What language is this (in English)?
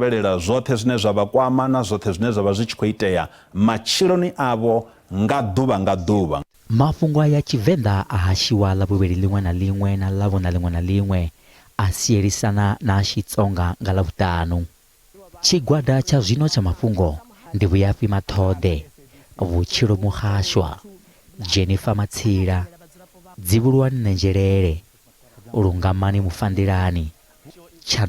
Venda